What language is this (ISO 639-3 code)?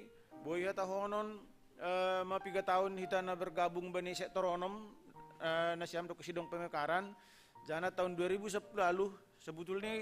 bts